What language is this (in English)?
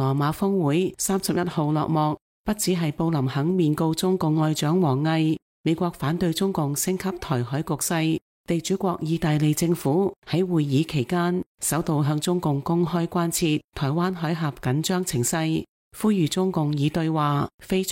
Cantonese